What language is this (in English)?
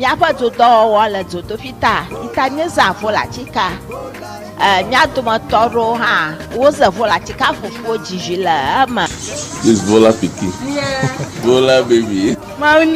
Ewe